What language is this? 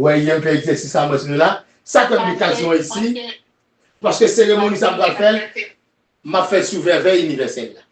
Haitian Creole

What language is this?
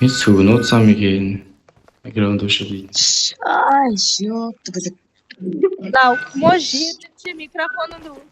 Kara-Kalpak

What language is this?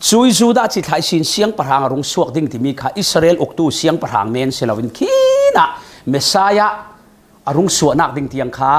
Falam Chin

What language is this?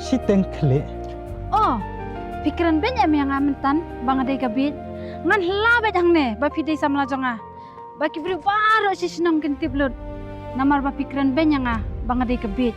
Khasi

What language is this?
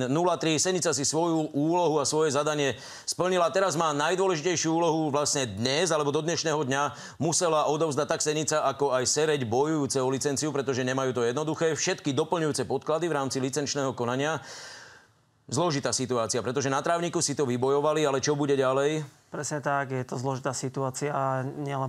Slovak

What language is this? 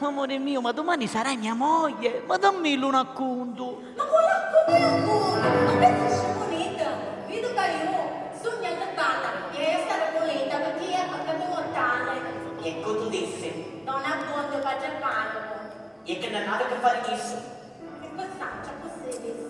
Sicilian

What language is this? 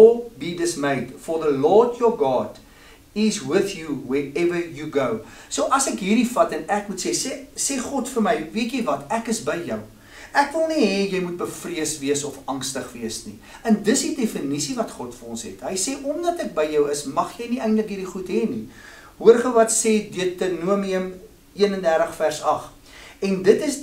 Afrikaans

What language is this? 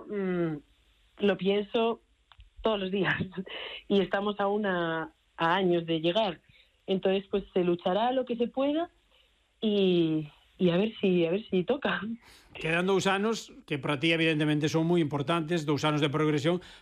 Galician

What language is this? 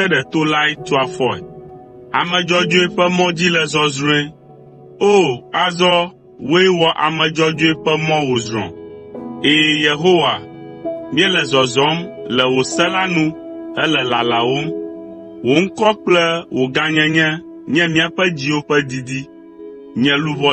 Ewe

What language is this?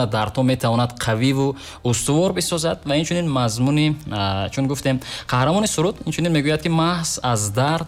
Tajik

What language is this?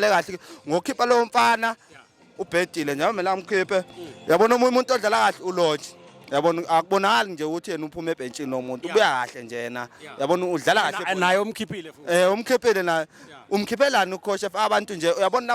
Zulu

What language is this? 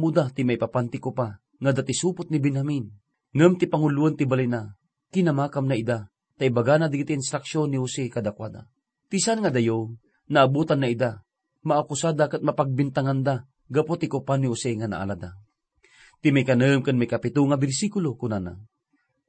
Iloko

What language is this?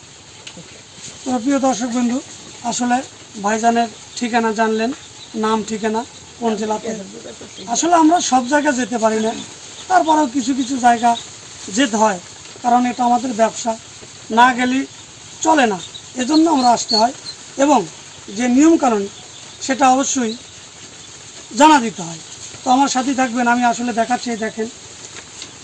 Bangla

